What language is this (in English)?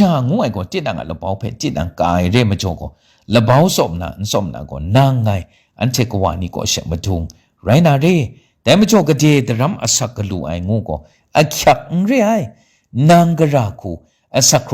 Kachin